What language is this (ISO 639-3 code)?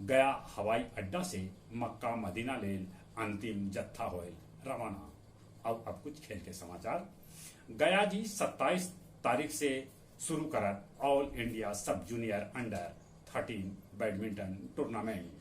mag